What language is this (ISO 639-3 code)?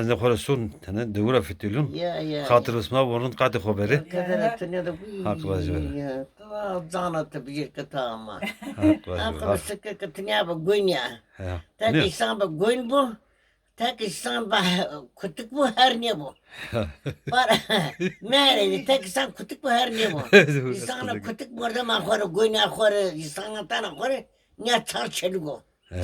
zza